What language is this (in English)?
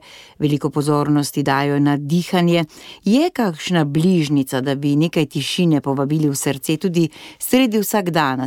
Slovenian